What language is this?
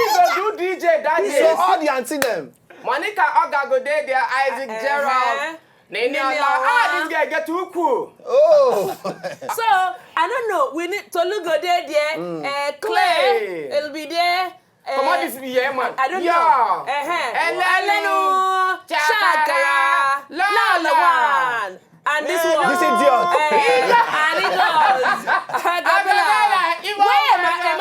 Nigerian Pidgin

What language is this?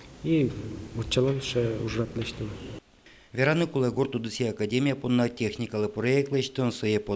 Udmurt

